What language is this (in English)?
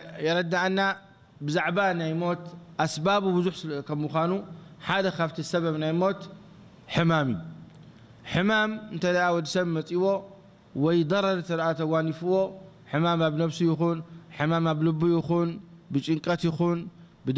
Tigrinya